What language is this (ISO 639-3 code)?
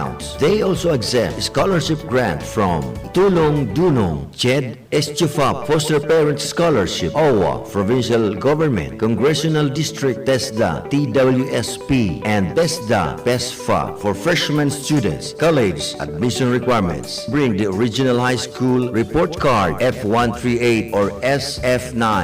bik